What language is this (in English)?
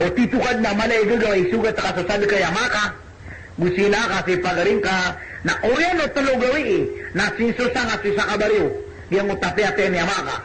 Maranao